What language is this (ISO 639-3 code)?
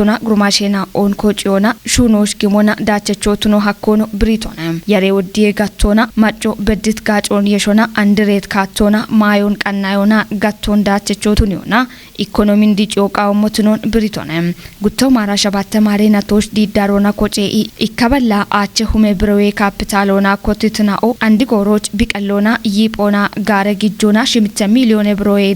kbr